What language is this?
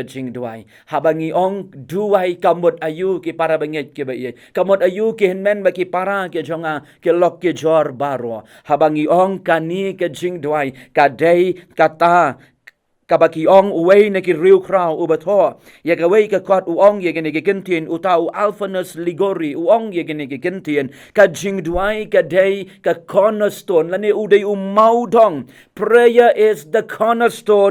Khasi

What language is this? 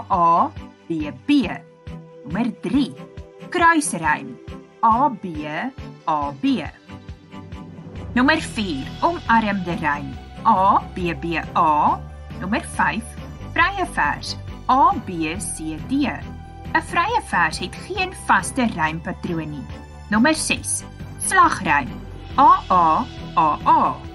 Afrikaans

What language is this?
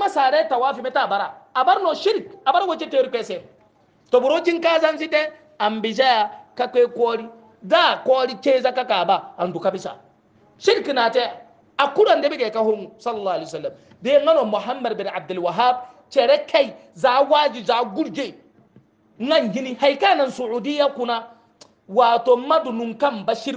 Hausa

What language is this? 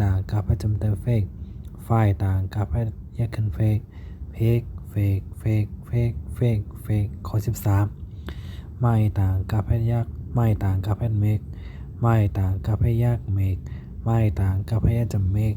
Shan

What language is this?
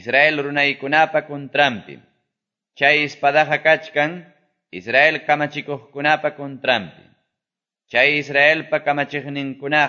Quechua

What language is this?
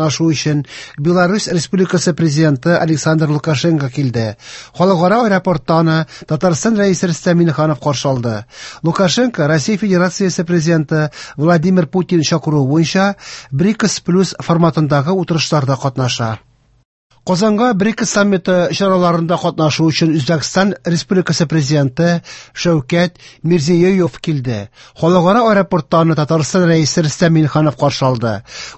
Tatar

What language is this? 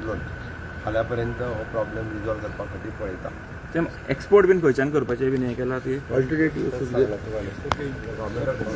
Konkani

